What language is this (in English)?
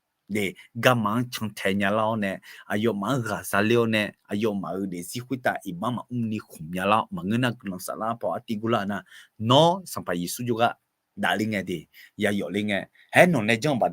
Akha